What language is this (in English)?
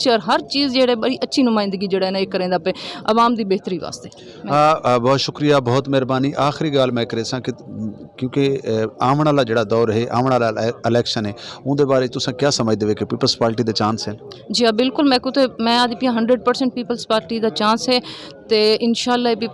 Saraiki